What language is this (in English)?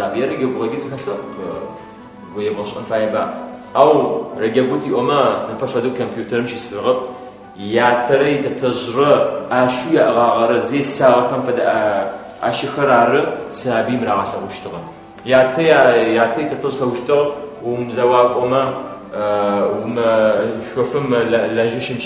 Adyghe